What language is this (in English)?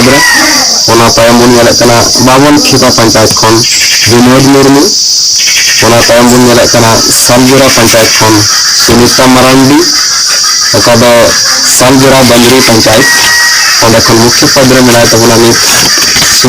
Santali